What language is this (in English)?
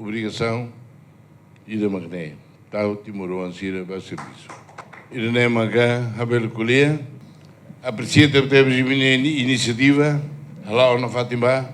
Tetum